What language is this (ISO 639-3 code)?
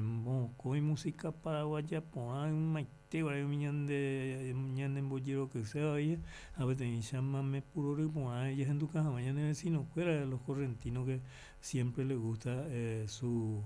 grn